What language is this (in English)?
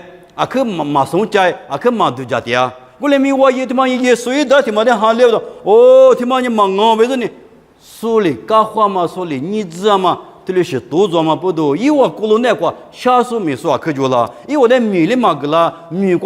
Lisu